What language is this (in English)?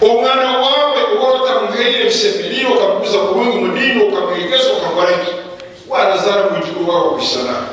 Nyankole